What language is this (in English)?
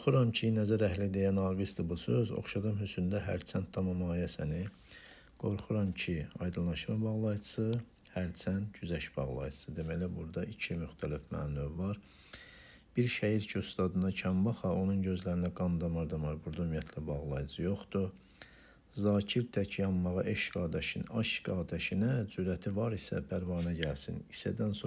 Azerbaijani